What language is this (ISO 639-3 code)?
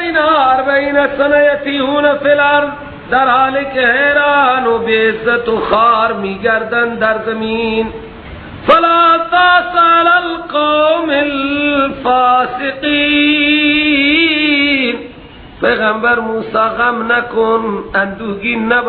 fas